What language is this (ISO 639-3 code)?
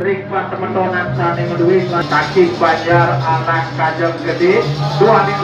ban